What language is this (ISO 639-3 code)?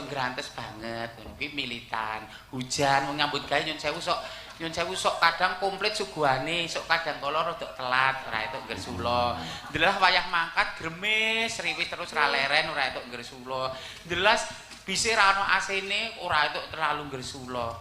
jav